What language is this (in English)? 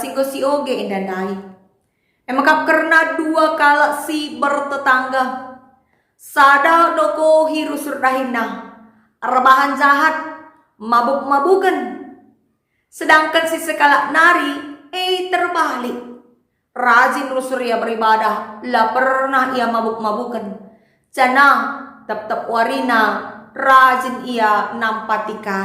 Batak Karo